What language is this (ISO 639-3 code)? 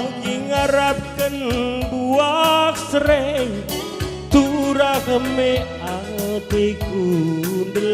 btx